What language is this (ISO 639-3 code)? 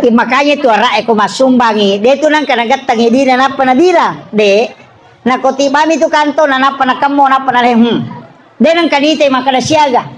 bug